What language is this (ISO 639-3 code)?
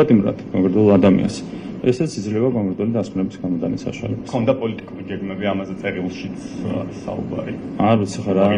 kat